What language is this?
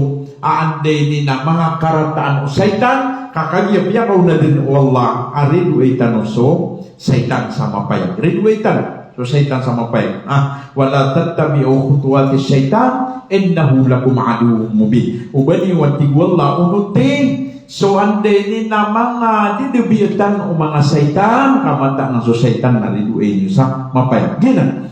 Maranao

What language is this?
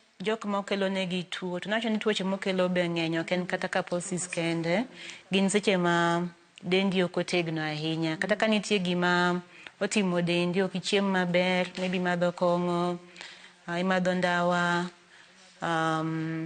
Luo (Kenya and Tanzania)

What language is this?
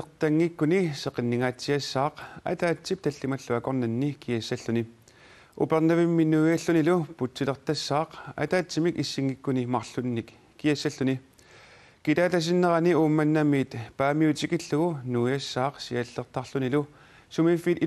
Kalaallisut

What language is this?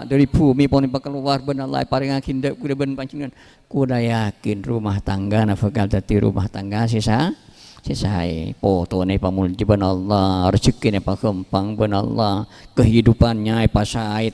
Madurese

